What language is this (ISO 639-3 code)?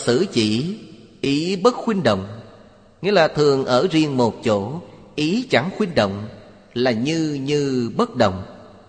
vie